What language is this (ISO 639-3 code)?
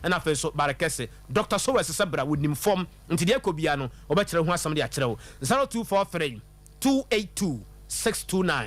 aka